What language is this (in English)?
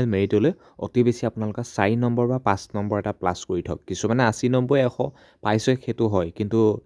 Assamese